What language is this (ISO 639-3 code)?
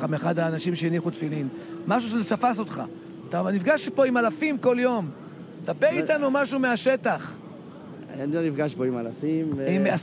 heb